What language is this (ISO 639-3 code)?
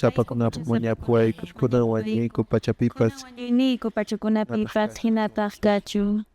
que